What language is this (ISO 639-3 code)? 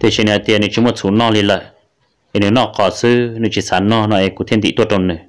hmn